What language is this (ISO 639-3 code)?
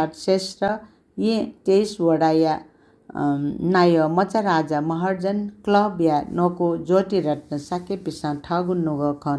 new